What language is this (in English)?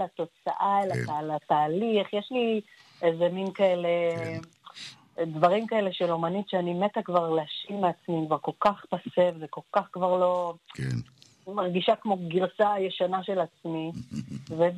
Hebrew